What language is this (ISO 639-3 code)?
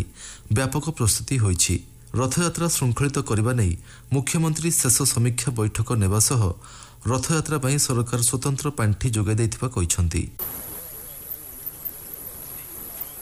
ori